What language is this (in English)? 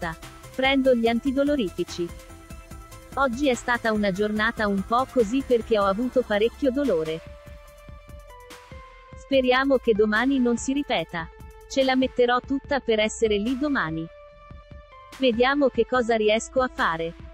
Italian